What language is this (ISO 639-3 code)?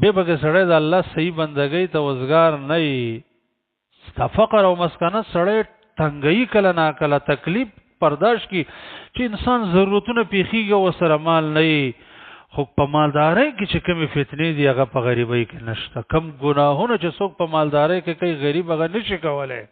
pus